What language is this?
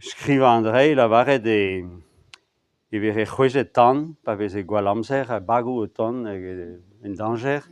Breton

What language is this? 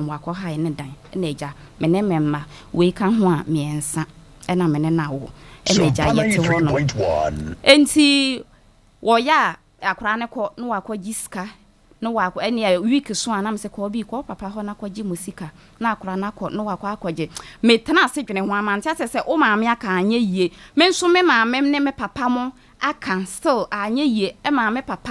Akan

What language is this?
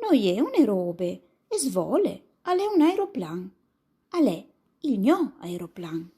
Friulian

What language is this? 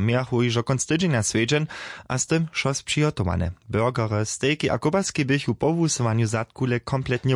Upper Sorbian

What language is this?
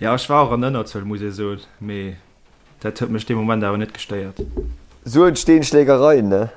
Luxembourgish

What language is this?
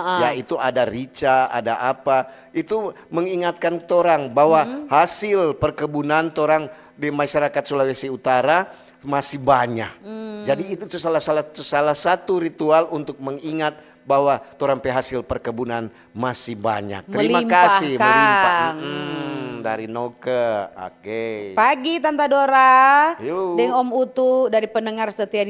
Manado Malay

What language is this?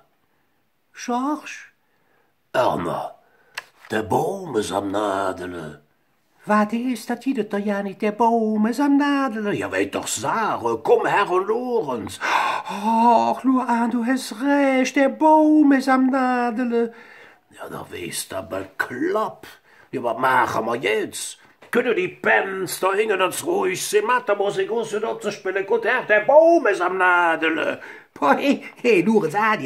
Colognian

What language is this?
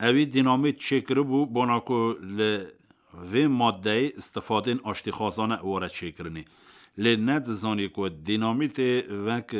Kurdish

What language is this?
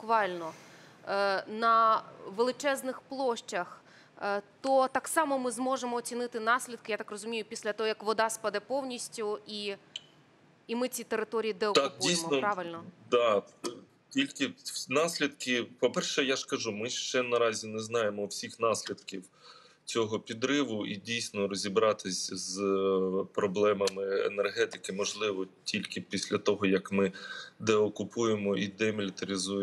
Ukrainian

